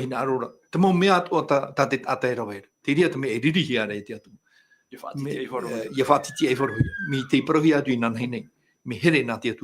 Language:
Tahitian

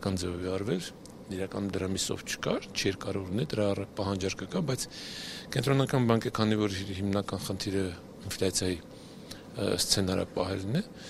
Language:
Armenian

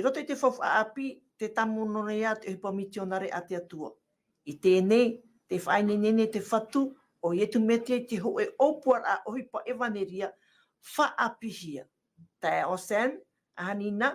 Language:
Tahitian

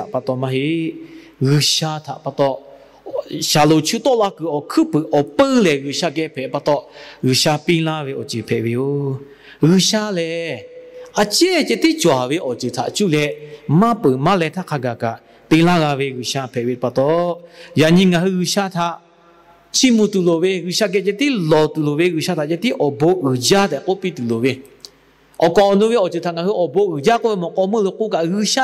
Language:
Lahu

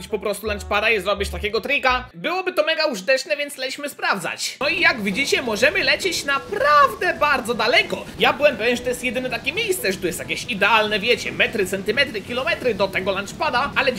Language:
Polish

